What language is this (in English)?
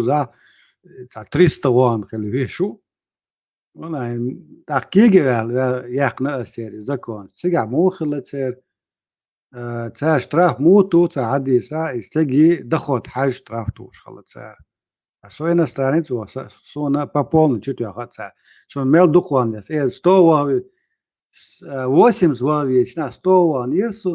Chechen